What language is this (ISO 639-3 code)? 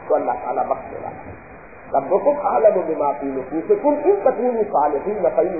urd